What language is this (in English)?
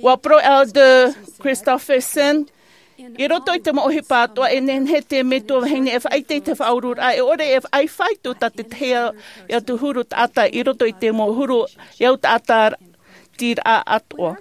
Tahitian